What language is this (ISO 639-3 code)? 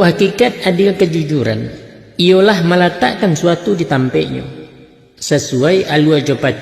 min